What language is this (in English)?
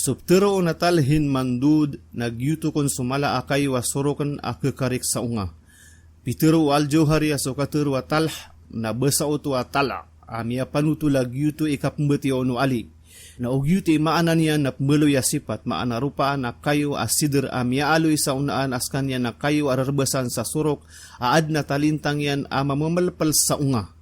Maranao